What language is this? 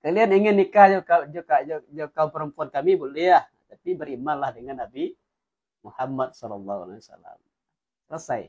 Minangkabau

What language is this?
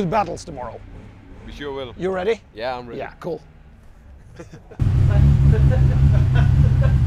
Norwegian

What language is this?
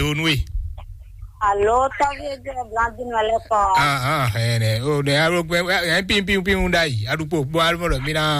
Fon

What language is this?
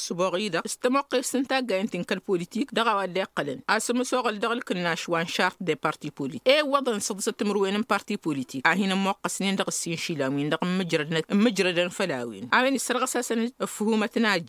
Tamasheq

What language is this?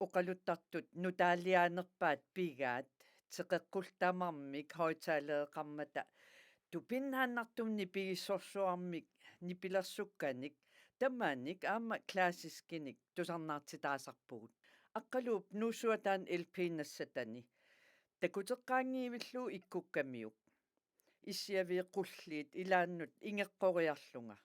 Kalaallisut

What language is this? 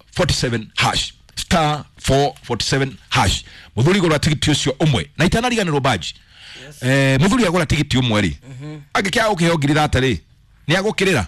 Kikuyu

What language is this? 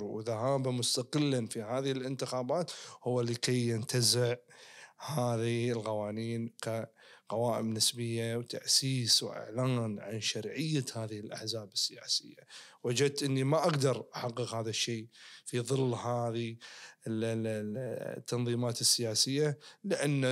Najdi Arabic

